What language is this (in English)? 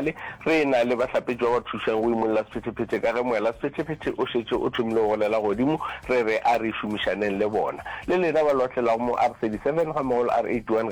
Northern Sotho